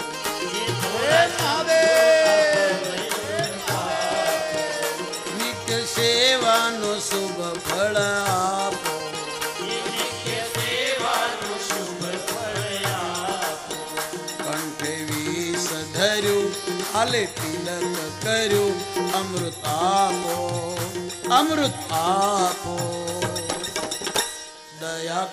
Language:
Gujarati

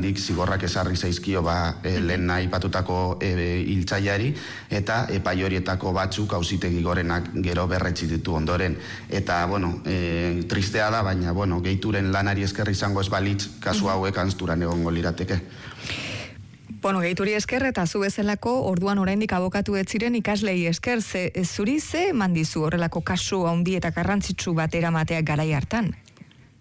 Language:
Basque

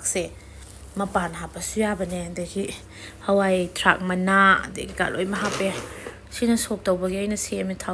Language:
Manipuri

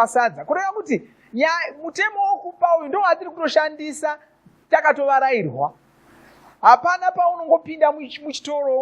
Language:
Shona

